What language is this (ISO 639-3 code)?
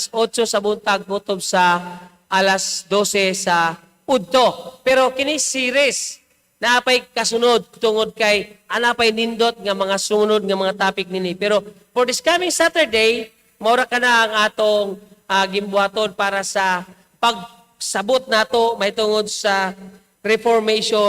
ceb